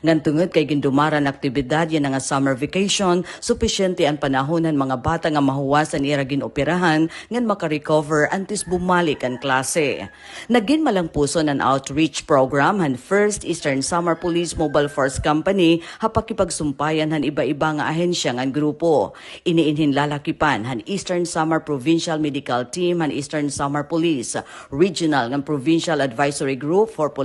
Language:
Waray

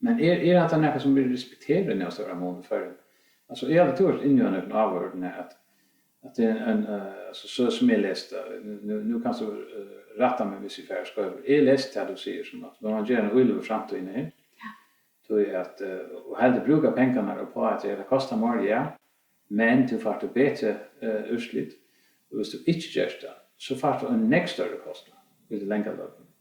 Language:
Faroese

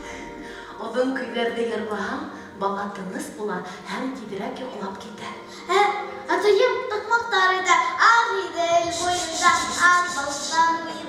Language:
Bashkir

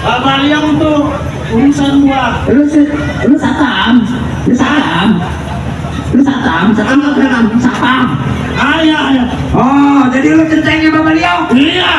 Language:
Betawi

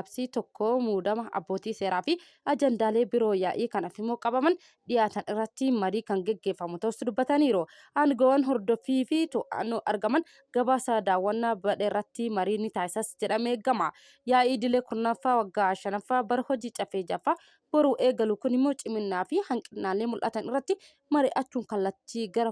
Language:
Oromo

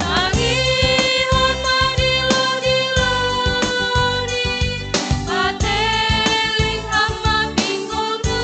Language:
Batak Simalungun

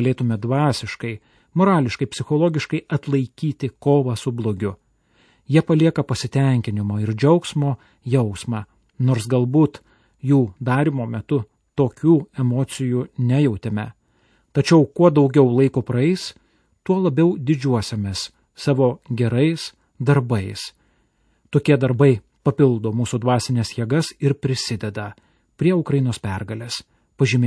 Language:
Lithuanian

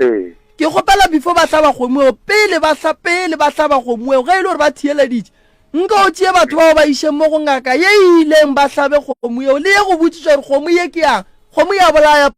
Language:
Northern Sotho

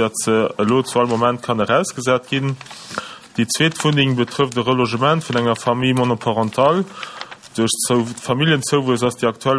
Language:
Luxembourgish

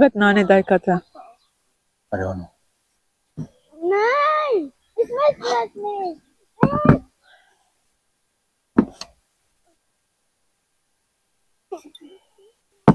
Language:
Central Kurdish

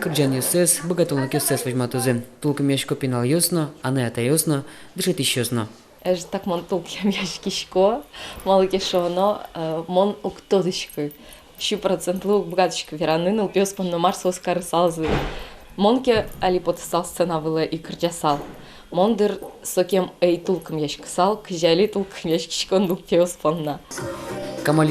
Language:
Udmurt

